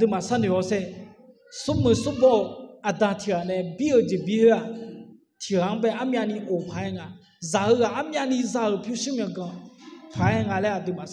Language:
Akha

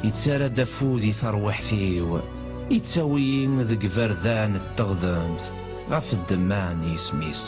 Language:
Kabyle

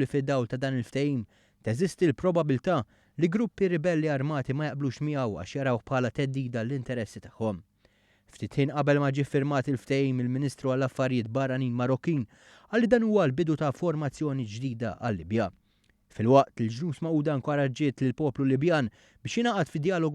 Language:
Maltese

